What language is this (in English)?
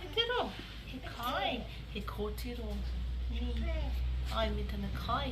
Māori